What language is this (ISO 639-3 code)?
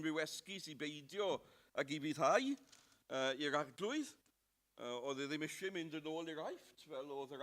cym